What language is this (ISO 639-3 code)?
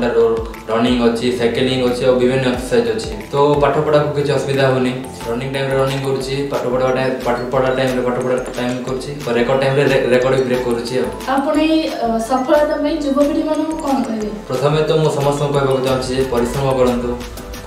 ori